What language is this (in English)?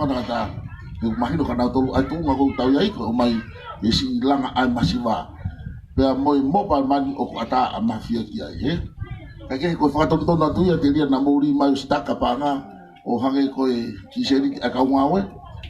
Tongan